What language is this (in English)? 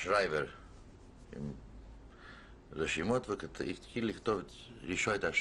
Hebrew